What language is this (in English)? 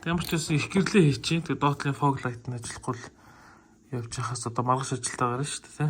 Mongolian